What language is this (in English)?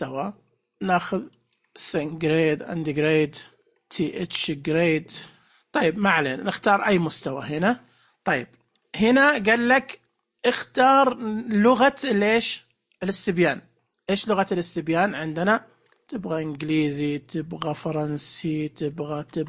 Najdi Arabic